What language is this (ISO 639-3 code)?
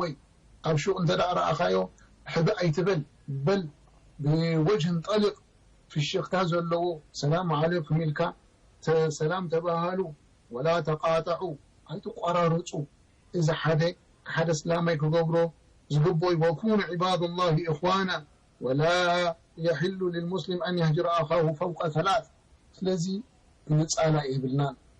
tir